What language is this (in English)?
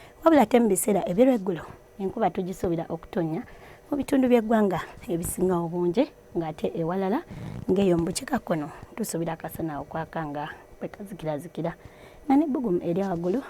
Ganda